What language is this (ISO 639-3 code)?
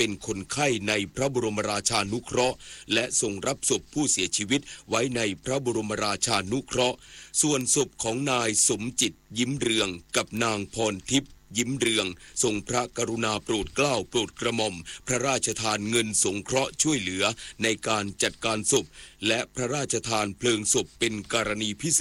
tha